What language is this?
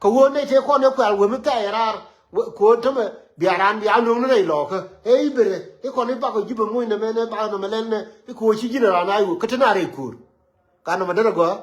Nuer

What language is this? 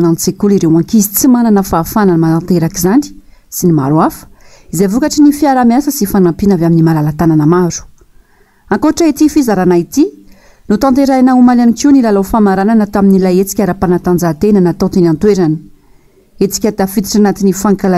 Malagasy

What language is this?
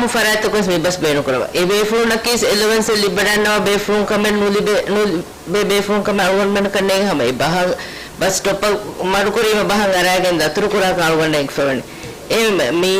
Divehi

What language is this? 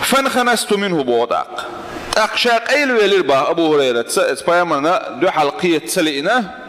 Chechen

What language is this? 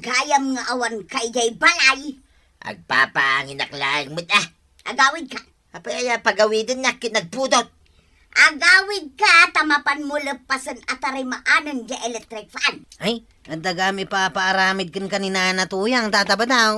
Iloko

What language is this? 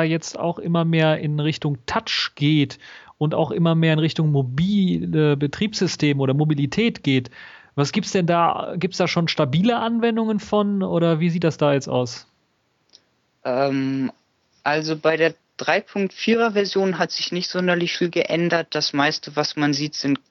German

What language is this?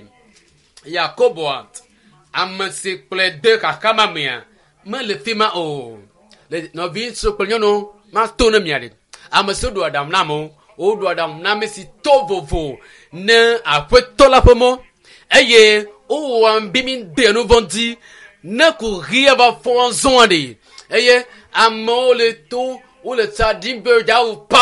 Ewe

